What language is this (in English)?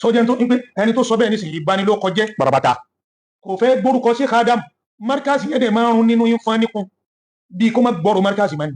Yoruba